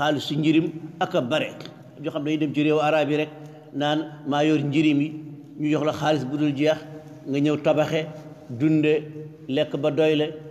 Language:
Wolof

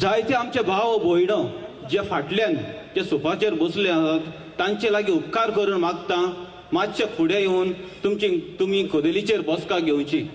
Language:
Konkani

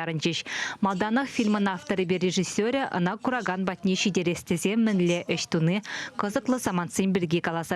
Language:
Chuvash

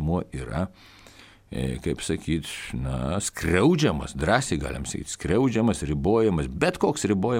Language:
Lithuanian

